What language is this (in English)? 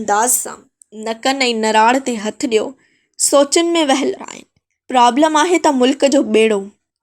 Sindhi